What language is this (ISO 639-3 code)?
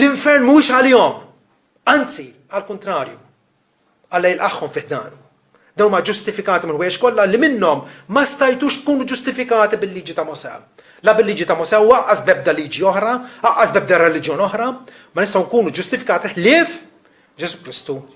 mlt